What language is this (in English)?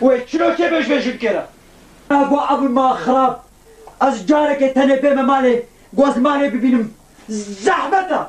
Kurdish